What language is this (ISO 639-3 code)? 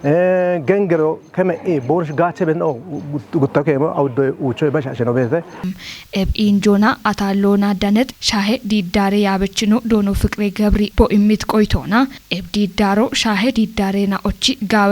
kbr